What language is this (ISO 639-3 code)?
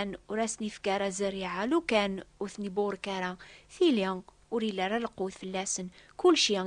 kab